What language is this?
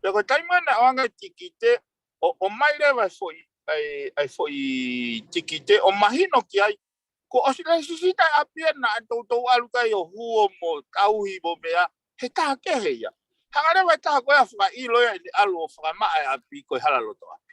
Tongan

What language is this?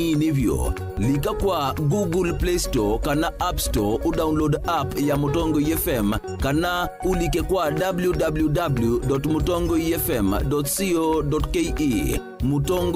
Kamba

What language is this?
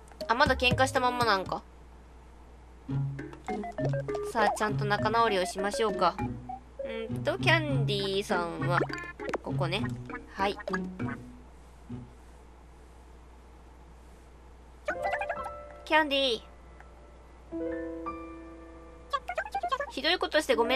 Japanese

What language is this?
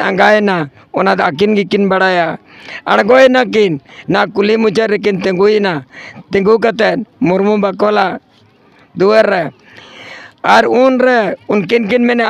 Santali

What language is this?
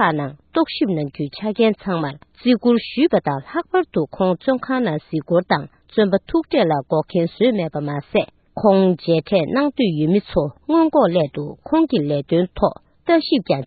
Tibetan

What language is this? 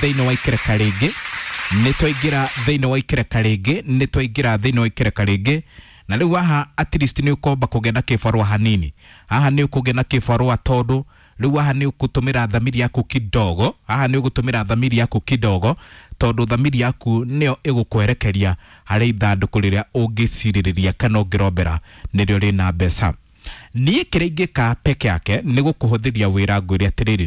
Kikuyu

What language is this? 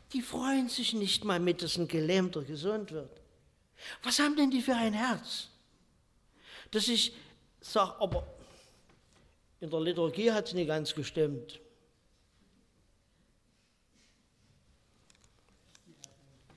German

